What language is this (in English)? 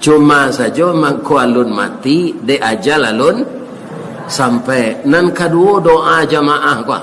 Minangkabau